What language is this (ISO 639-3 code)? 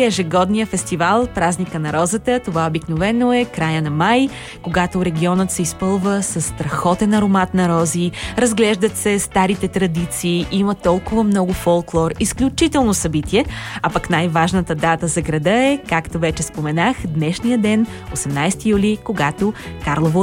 bul